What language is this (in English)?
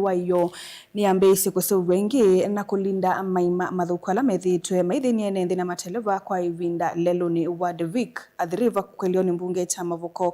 Kamba